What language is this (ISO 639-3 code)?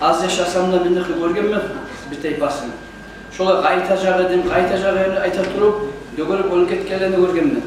kum